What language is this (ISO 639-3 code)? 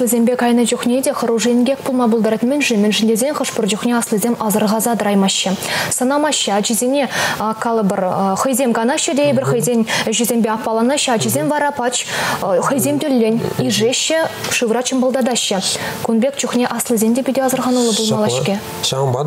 chv